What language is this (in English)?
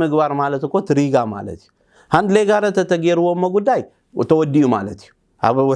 Tigrinya